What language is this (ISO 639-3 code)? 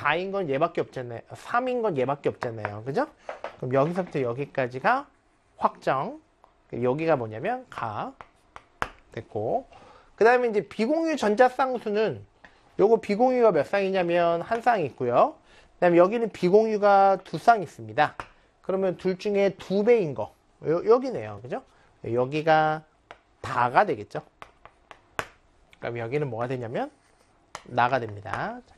kor